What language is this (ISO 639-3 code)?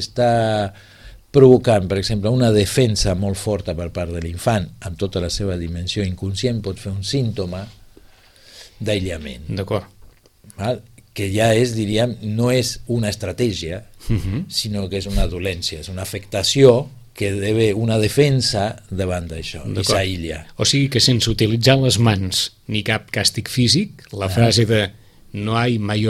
cat